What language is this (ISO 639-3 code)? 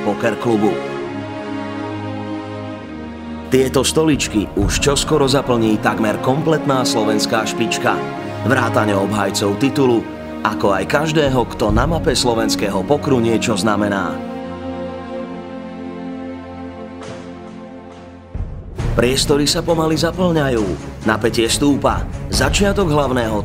slk